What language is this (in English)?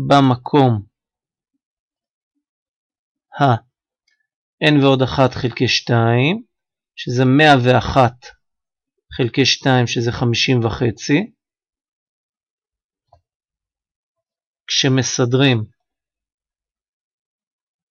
Hebrew